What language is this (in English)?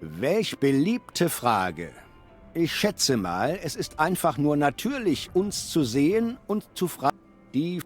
Bavarian